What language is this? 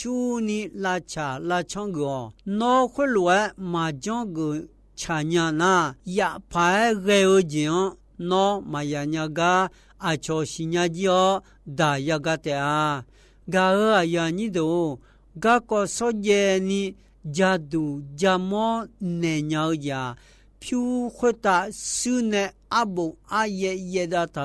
Akha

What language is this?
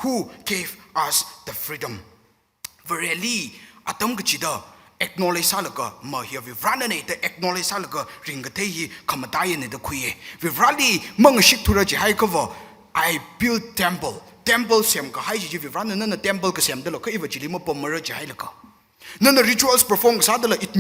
Tangkhul Naga (India)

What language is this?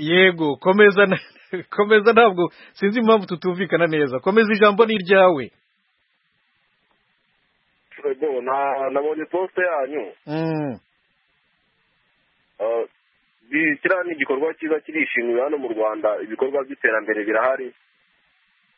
Kinyarwanda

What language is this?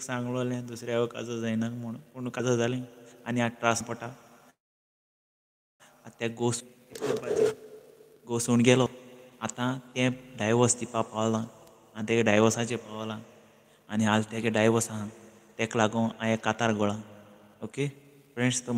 Konkani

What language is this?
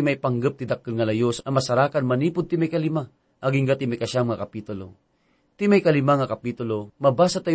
Iloko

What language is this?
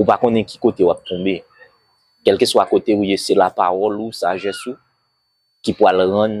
Haitian Creole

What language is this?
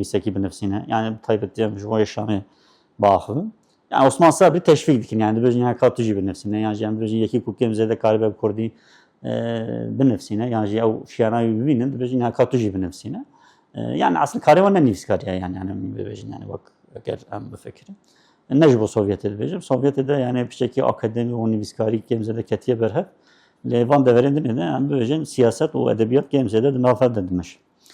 Kurdish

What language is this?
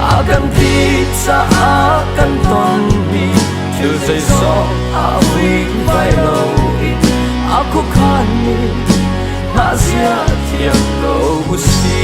Hakha Chin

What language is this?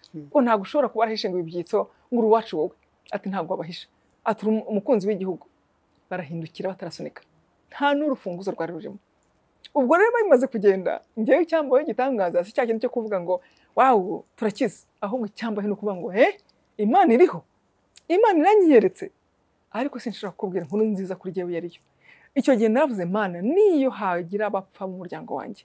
Kinyarwanda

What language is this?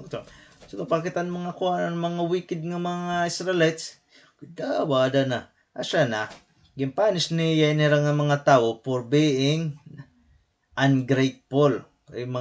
Waray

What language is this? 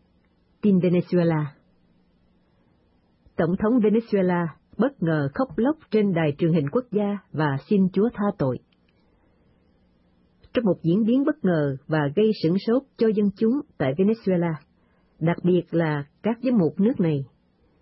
Vietnamese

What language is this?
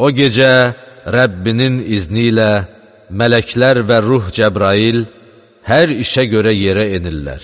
Azerbaijani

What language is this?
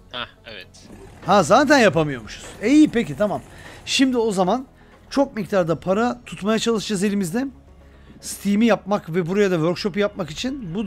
Turkish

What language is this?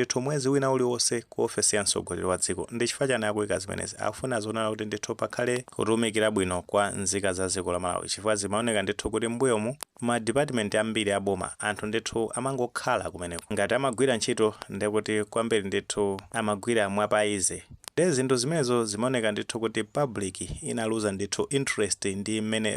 Nyanja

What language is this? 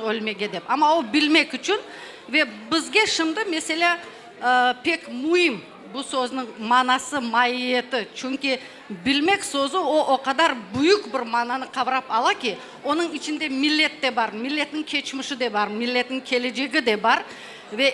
Crimean Tatar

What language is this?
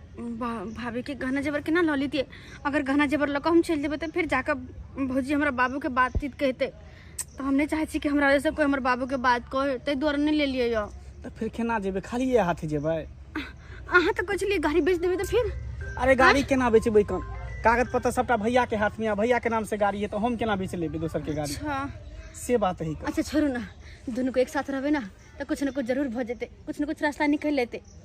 Maithili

